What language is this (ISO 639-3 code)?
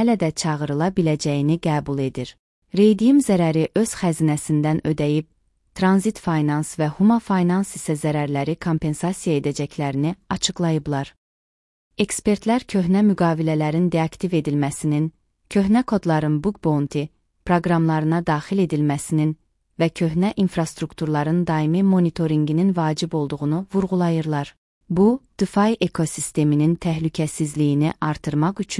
aze